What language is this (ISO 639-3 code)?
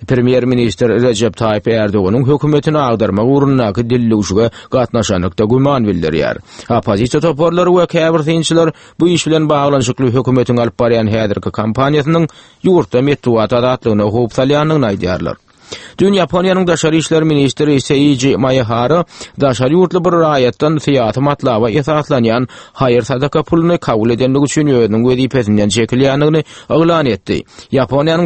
tuk